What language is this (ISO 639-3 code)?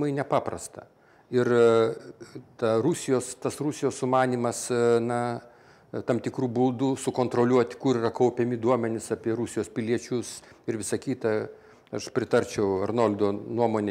lit